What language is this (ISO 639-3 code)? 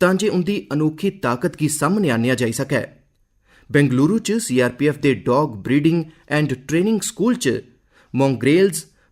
doi